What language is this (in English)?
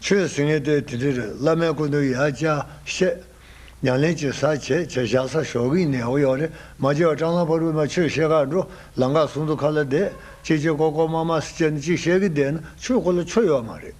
Tibetan